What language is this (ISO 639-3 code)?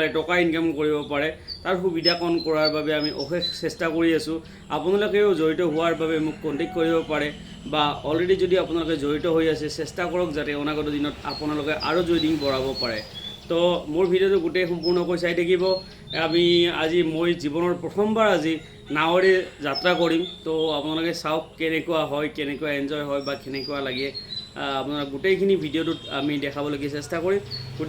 asm